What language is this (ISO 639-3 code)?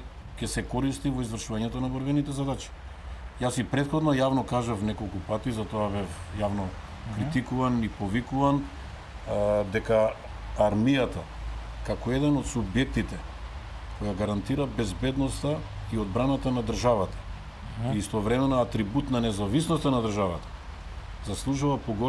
mkd